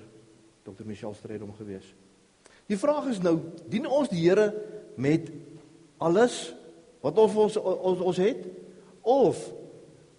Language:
Afrikaans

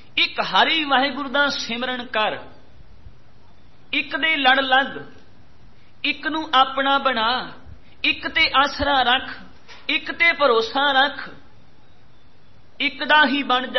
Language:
Punjabi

